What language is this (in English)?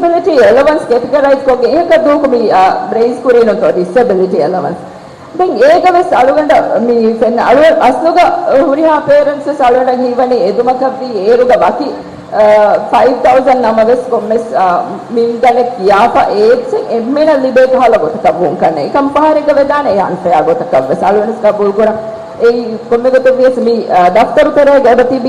Divehi